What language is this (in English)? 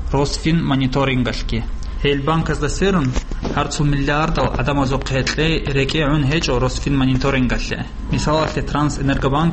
Avaric